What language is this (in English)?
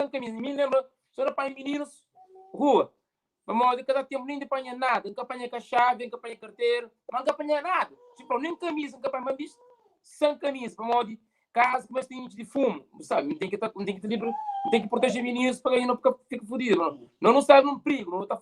Kabuverdianu